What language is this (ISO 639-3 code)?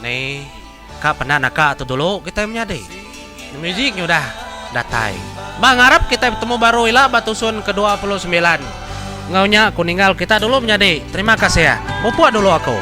iba